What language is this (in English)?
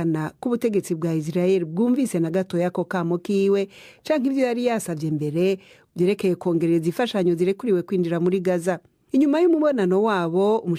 Rundi